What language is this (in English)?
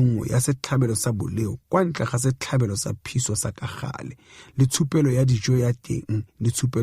Tswana